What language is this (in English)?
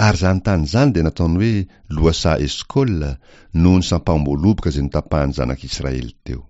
Malagasy